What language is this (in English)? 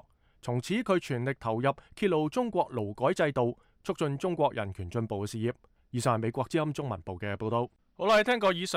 Cantonese